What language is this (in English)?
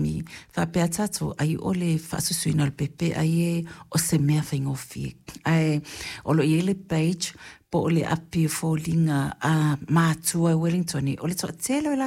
Samoan